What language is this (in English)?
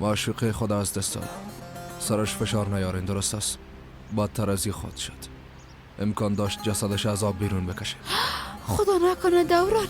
Persian